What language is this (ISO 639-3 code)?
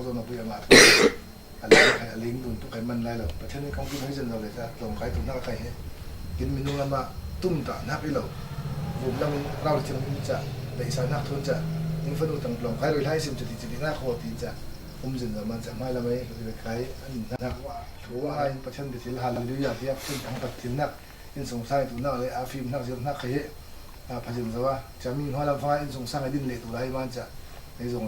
cfm